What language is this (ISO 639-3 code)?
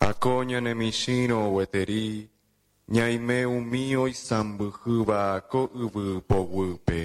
grn